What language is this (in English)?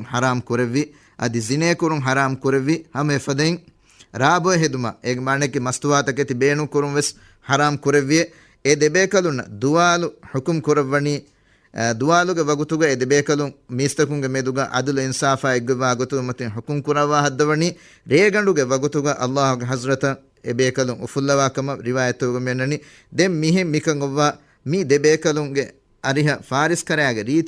Divehi